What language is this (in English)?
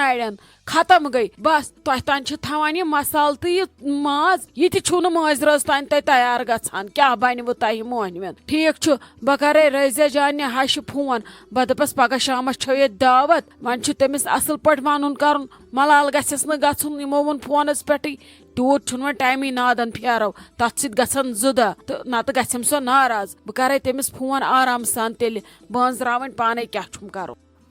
Kashmiri